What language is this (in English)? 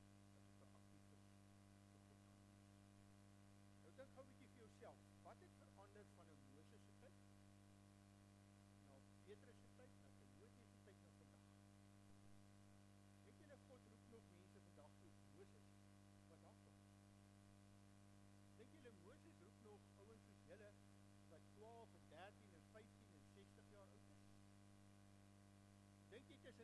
Afrikaans